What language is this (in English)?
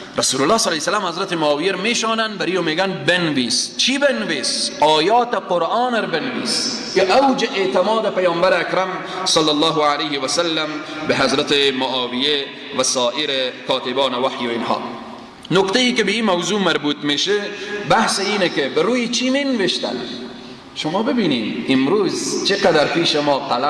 Persian